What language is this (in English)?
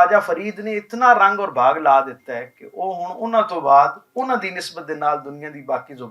Western Panjabi